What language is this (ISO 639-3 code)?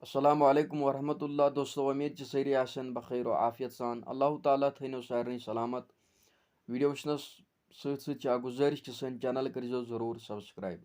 kas